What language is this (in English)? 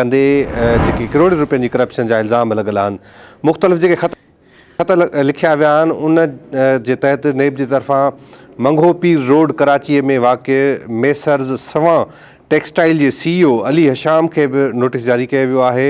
Sindhi